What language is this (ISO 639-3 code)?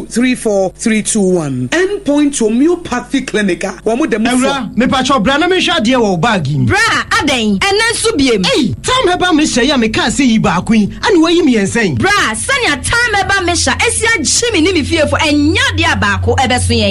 aka